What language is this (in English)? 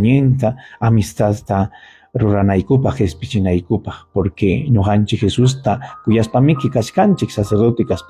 Ayacucho Quechua